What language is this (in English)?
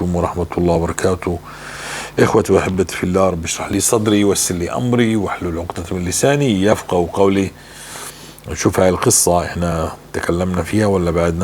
North Levantine Arabic